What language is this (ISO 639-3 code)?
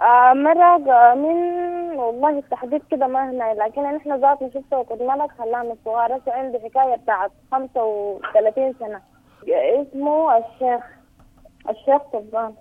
apd